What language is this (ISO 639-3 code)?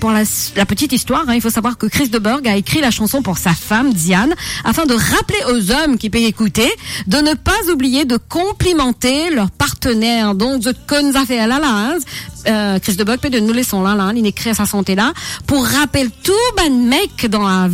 mfe